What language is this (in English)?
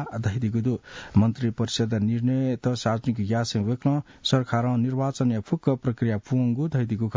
Newari